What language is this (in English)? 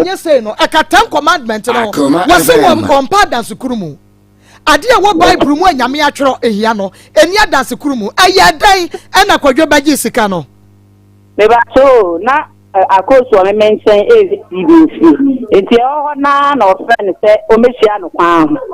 Akan